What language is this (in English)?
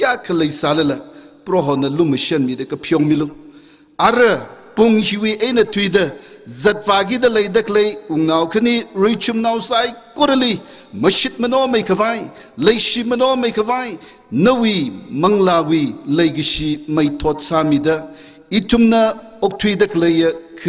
Tangkhul Naga (India)